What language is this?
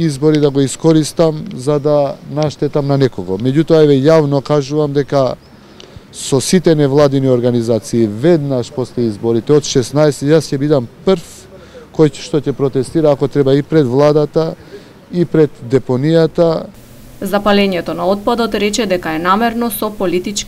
Macedonian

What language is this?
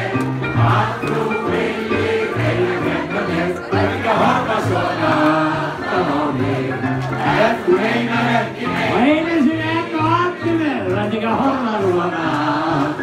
Icelandic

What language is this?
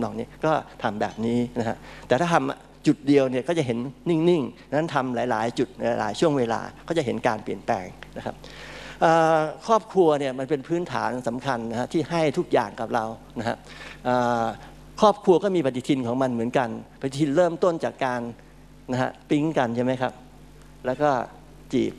Thai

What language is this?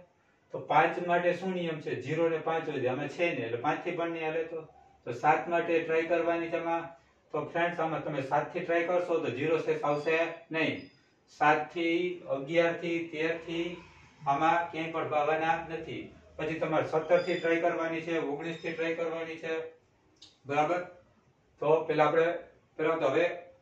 Gujarati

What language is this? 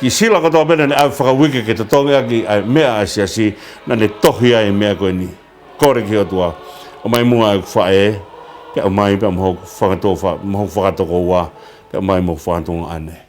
Tongan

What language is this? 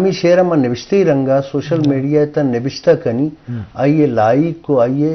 Eastern Balochi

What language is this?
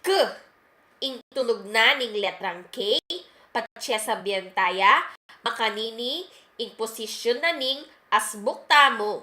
Pampanga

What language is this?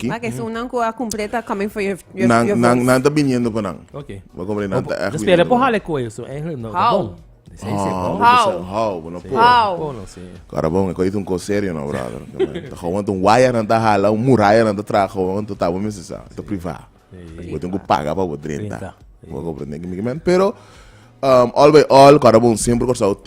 Papiamento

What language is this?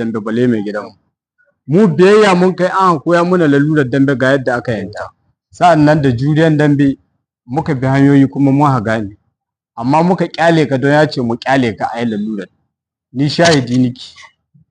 Hausa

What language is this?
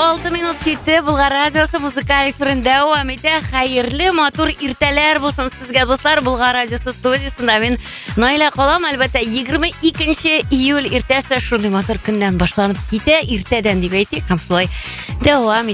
Tatar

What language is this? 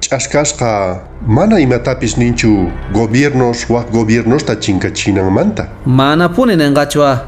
Quechua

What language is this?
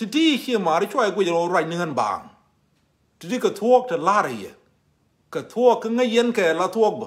Nuer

